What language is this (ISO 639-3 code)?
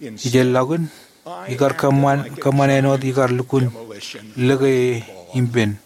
mah